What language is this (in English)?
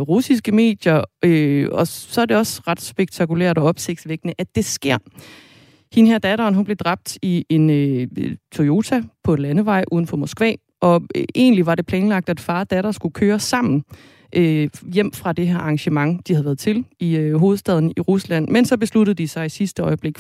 Danish